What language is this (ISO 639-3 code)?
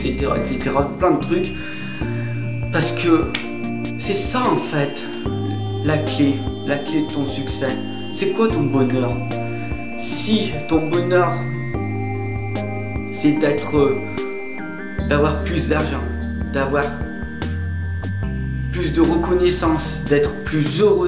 fra